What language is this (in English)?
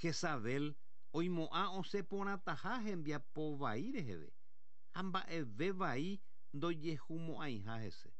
Guarani